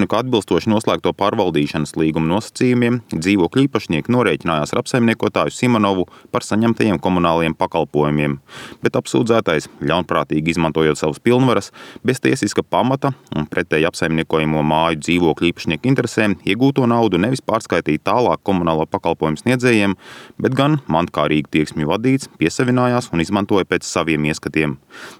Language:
Latvian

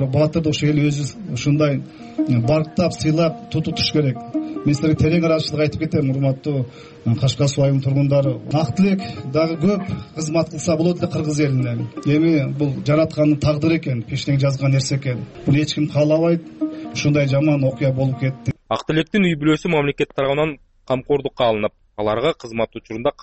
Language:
Kyrgyz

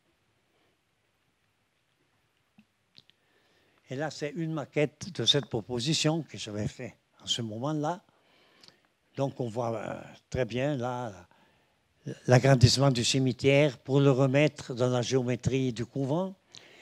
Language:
French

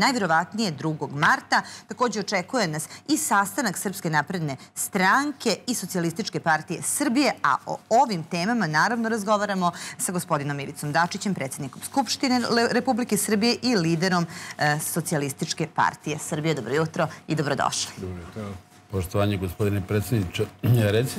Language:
Serbian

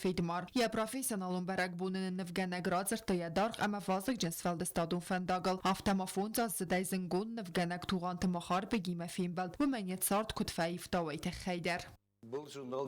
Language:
Ossetic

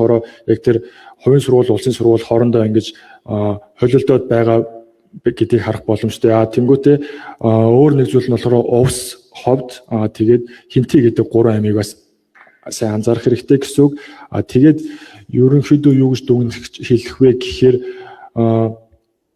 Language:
Mongolian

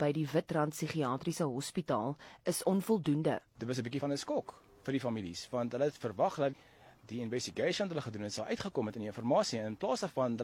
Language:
Afrikaans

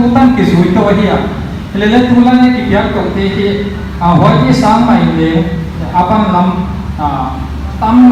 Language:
Paite Chin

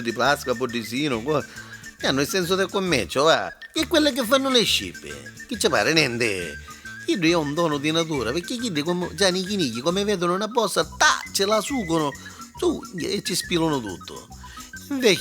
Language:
Neapolitan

